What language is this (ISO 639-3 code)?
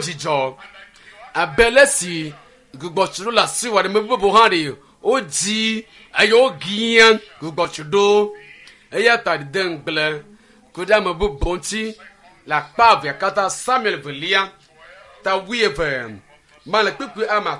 ewe